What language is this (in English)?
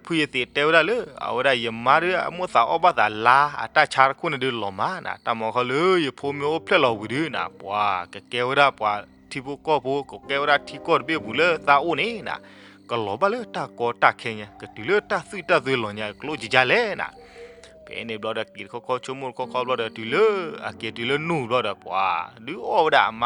S'gaw Karen